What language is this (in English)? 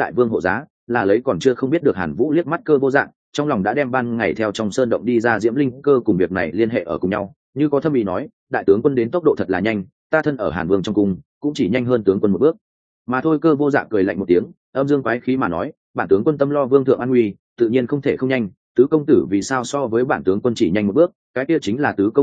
Vietnamese